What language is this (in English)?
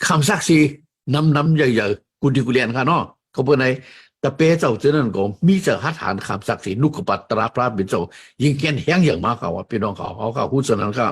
Shan